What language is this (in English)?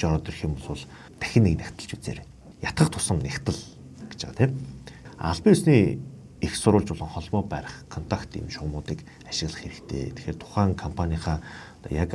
Mongolian